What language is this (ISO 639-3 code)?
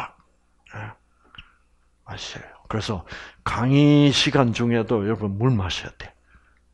kor